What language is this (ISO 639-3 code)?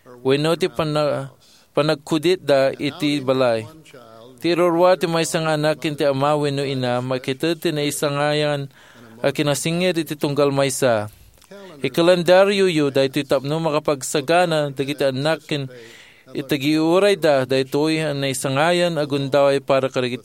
ilo